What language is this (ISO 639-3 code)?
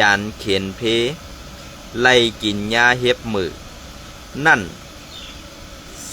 shn